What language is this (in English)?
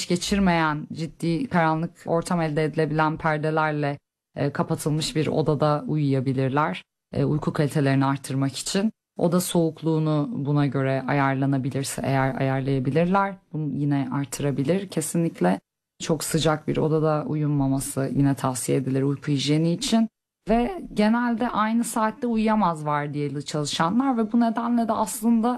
Turkish